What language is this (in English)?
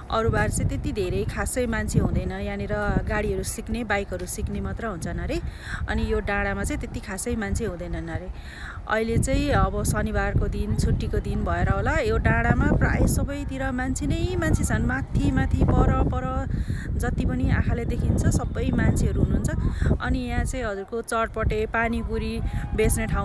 Nepali